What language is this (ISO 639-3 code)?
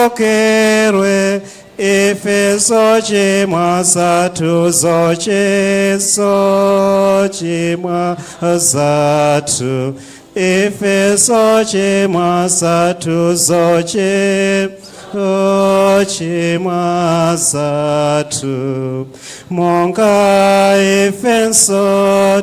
nya